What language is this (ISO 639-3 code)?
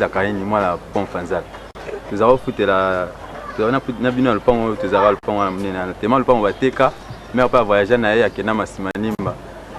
lin